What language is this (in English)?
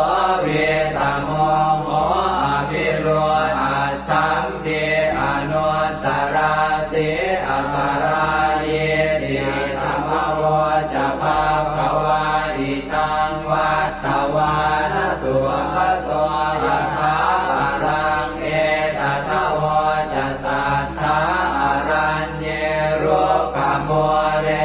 Pali